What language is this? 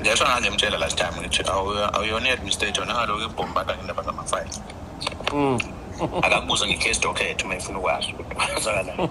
Zulu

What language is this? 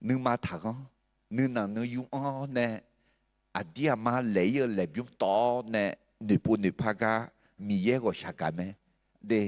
Akha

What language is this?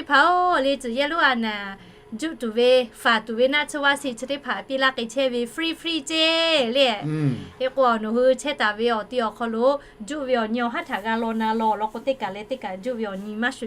Lahu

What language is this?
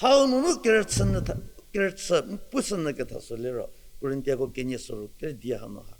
Angami Naga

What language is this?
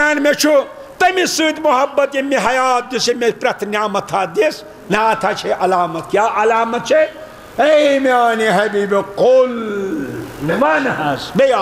Kashmiri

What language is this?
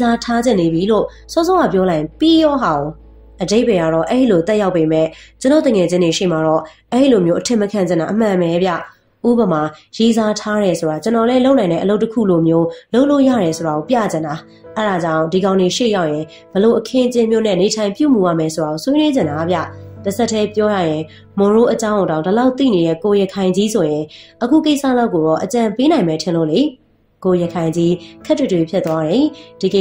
Burmese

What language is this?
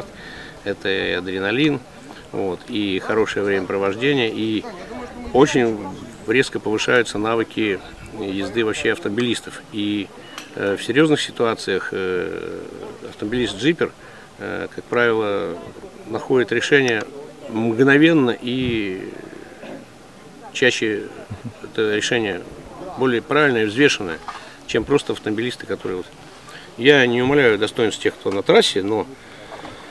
Russian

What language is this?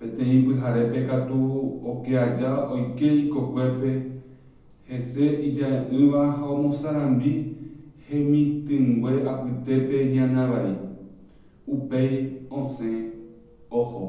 Guarani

